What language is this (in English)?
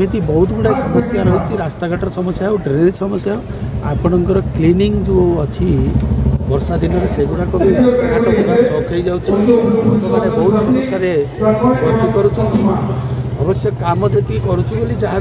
Odia